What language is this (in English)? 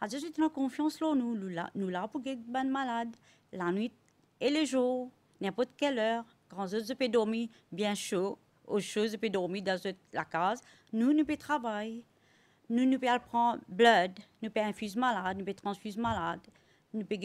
Morisyen